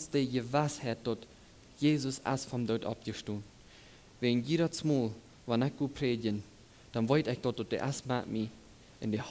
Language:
Plautdietsch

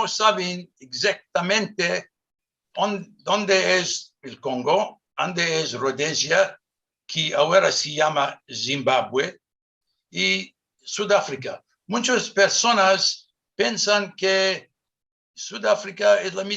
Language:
Ladino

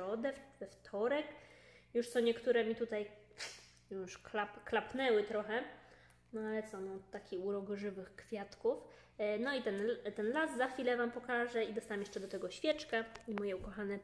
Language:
Polish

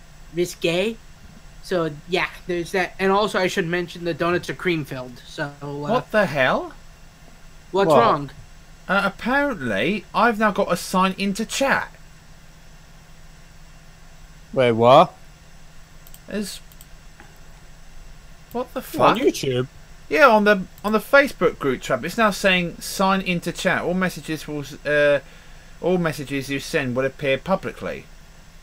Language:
English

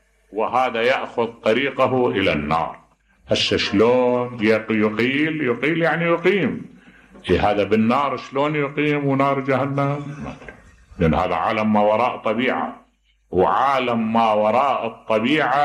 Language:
Mesopotamian Arabic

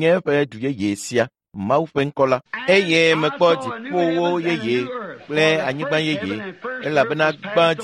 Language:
Ewe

